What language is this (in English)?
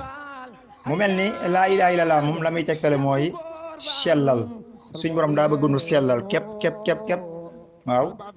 Wolof